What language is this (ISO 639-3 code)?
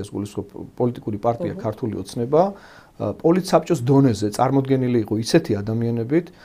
kat